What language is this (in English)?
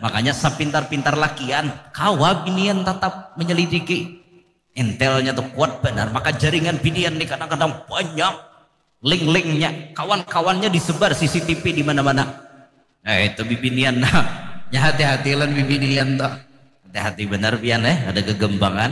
Banjar